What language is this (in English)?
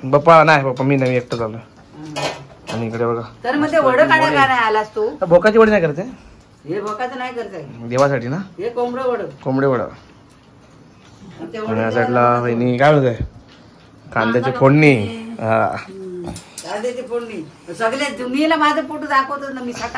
Marathi